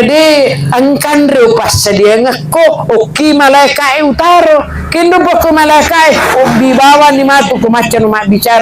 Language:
Buginese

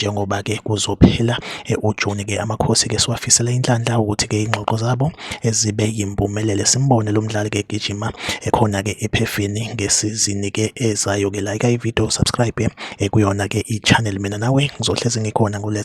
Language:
Zulu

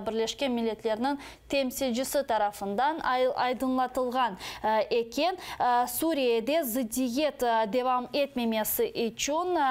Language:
Crimean Tatar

